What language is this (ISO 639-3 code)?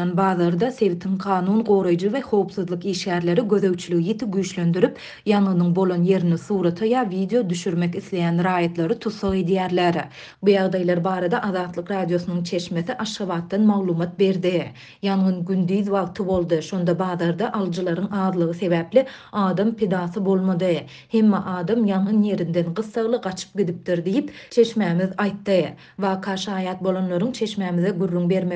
tuk